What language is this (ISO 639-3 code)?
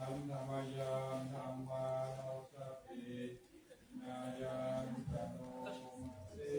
pli